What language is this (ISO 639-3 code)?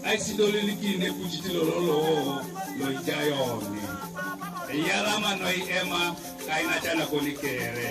teo